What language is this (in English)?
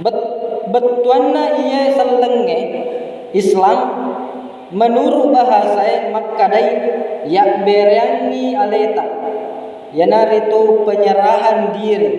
Buginese